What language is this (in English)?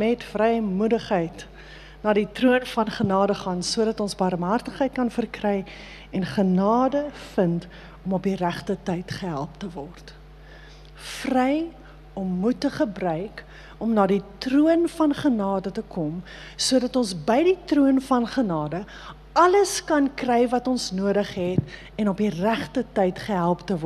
Afrikaans